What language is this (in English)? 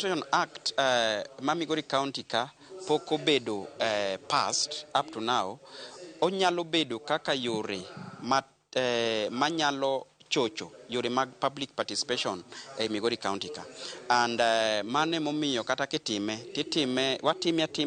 Luo (Kenya and Tanzania)